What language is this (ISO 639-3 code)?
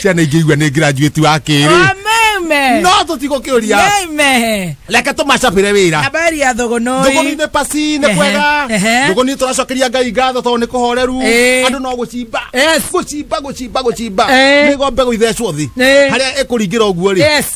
kik